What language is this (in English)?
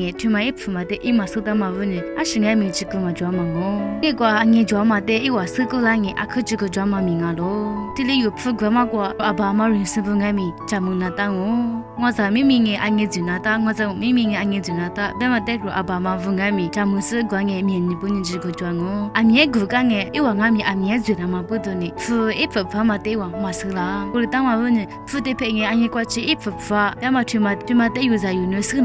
Lisu